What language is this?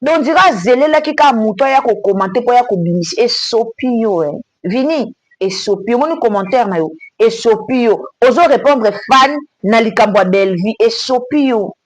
Lingala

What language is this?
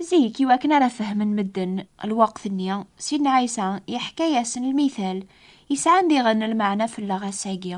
Kabyle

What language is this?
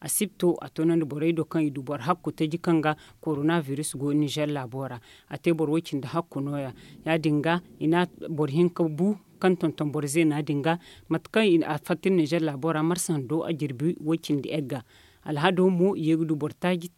Zarma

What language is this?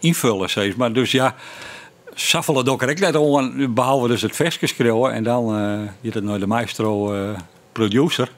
Western Frisian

